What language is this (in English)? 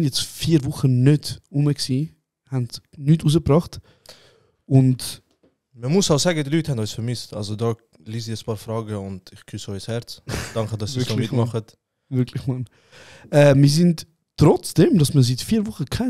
Swiss German